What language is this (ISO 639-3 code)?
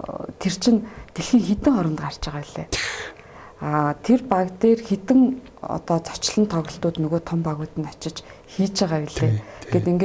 mon